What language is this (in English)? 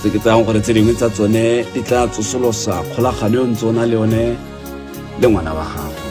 Tswana